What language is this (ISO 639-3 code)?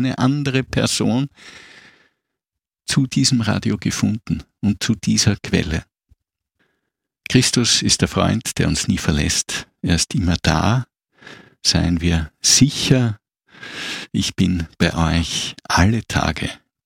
deu